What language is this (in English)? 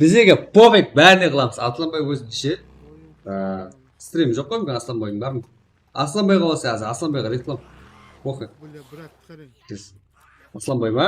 Kara-Kalpak